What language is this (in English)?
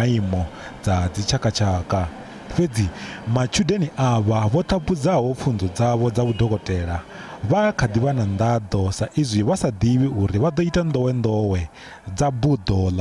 Venda